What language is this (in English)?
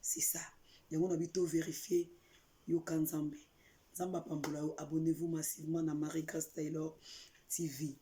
Lingala